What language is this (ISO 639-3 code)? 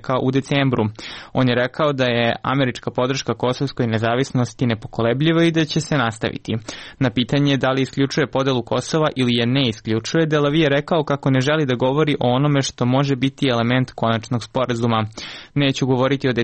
srp